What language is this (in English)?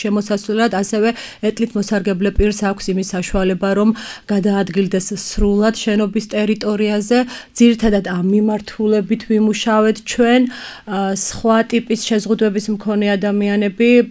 Georgian